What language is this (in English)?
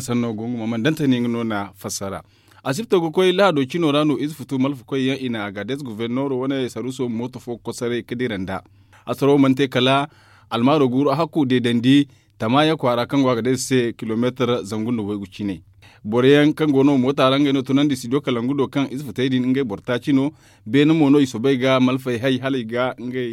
Zarma